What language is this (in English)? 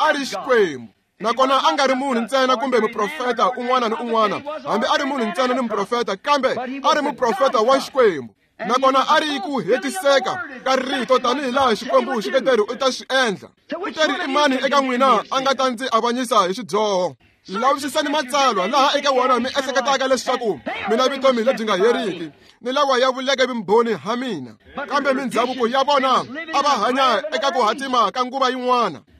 Tsonga